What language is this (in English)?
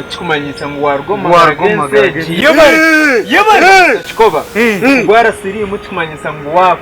Nyankole